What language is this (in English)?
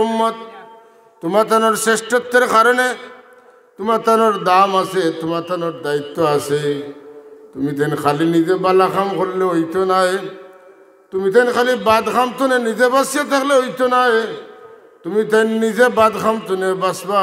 Sylheti